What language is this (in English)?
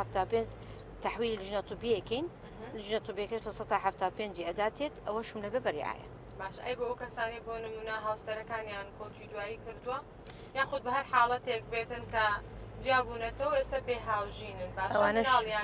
Central Kurdish